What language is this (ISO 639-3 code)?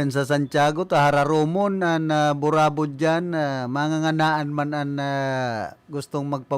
bik